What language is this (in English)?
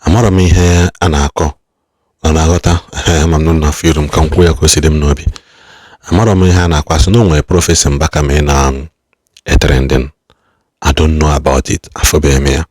Igbo